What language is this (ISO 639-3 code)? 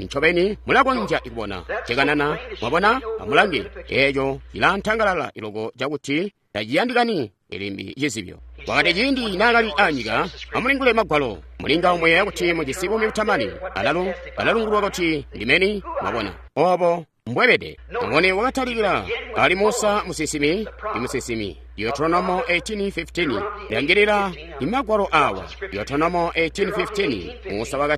toi